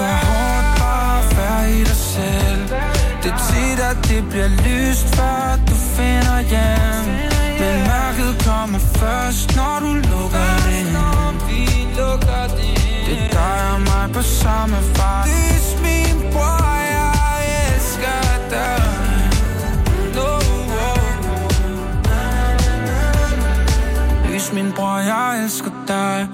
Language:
Danish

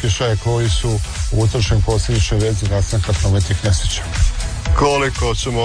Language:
Croatian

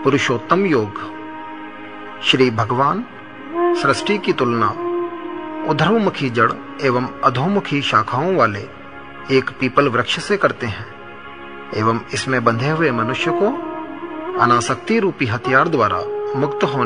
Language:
Hindi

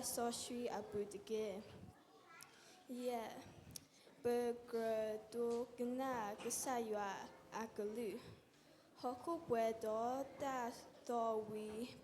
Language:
S'gaw Karen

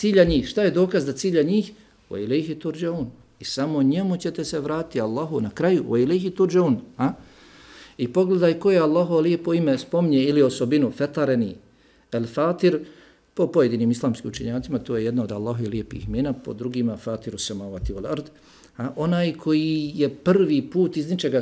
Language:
Bosnian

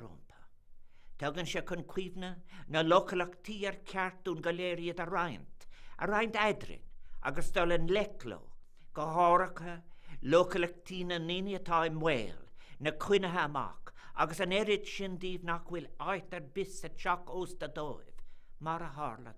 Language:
Irish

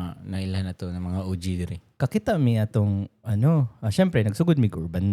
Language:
Cebuano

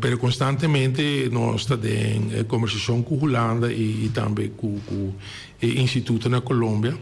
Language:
Papiamento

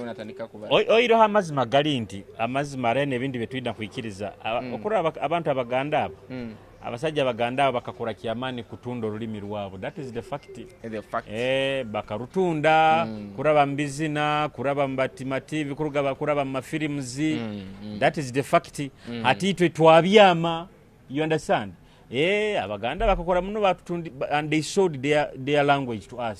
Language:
Nyoro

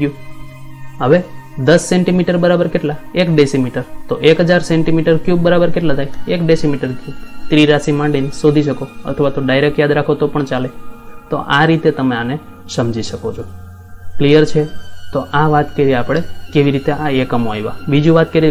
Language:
Gujarati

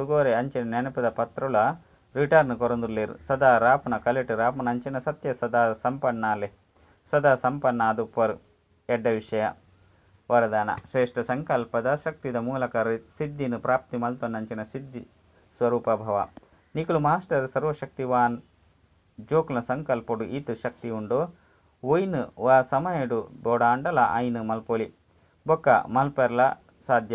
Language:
Tulu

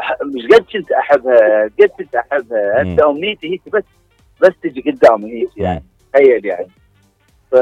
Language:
Mesopotamian Arabic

